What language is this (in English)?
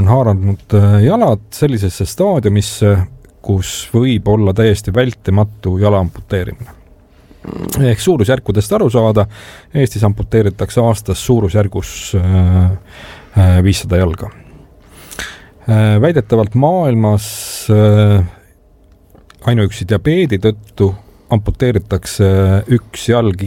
Estonian